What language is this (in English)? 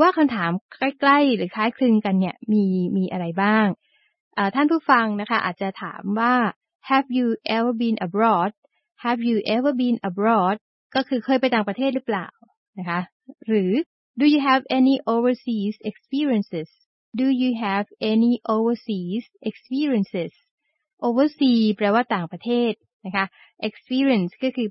Thai